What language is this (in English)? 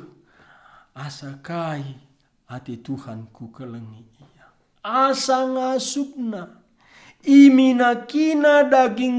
Batak Karo